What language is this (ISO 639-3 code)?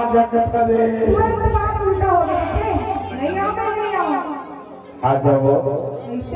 hne